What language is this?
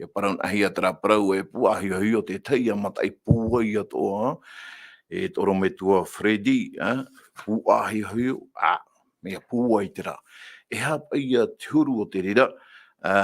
Tahitian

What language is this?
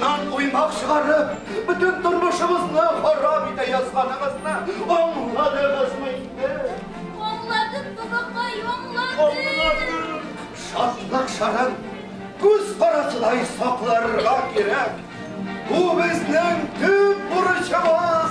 Tatar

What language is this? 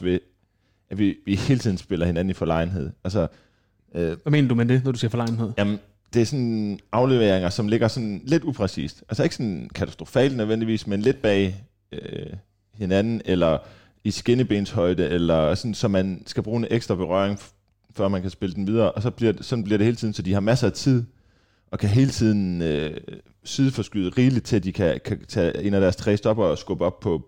Danish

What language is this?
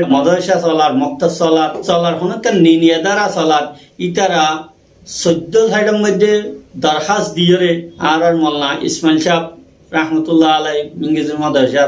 Rohingya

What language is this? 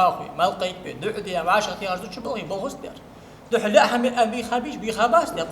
Ingush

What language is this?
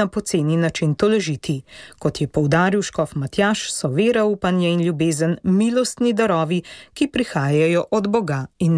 Slovenian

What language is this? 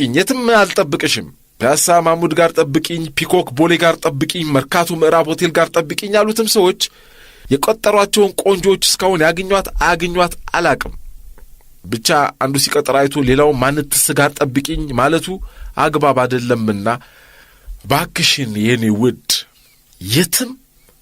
Amharic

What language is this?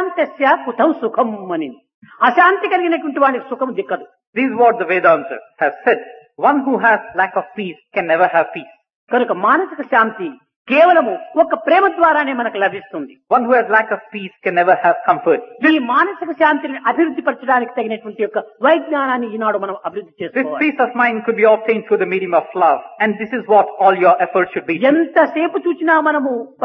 Telugu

